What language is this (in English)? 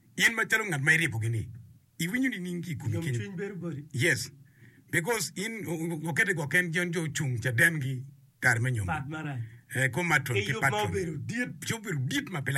Acoli